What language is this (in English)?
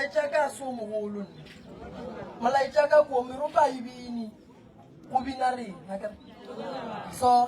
Northern Sotho